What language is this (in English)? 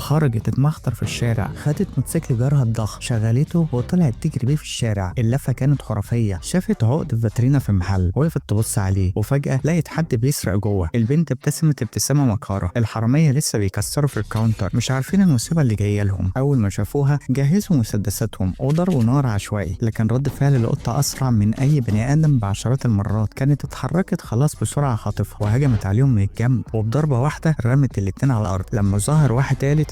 Egyptian Arabic